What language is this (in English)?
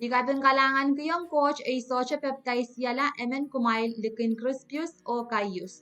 Pohnpeian